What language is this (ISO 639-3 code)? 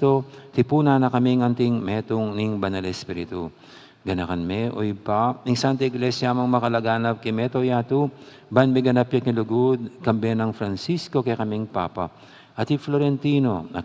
pam